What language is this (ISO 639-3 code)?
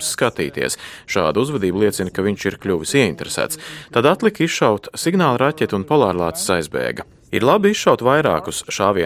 lav